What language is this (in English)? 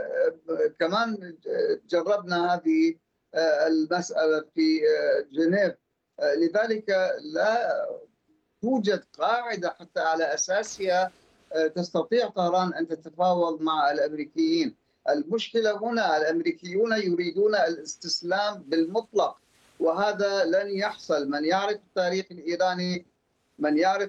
Arabic